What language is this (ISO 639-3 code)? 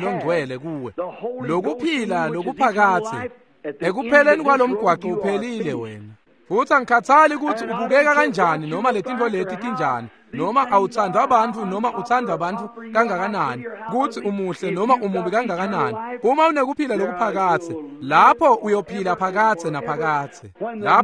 ssw